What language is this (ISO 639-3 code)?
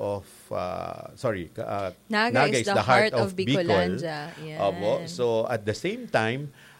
bik